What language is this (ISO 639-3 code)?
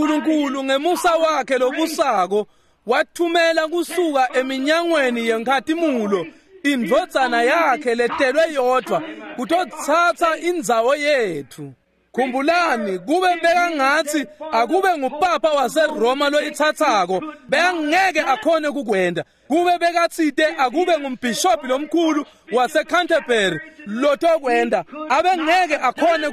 ssw